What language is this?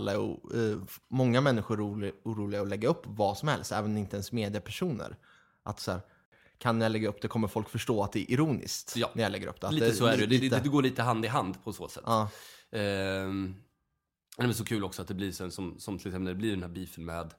Swedish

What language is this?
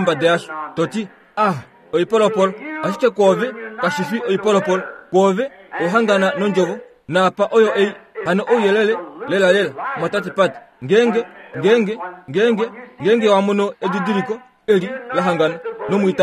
Kuanyama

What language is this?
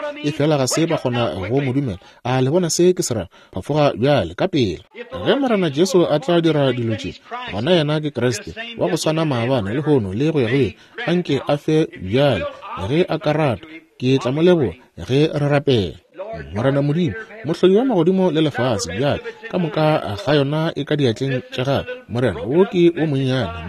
Northern Sotho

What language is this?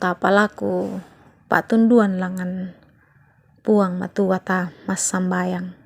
Toraja-Sa'dan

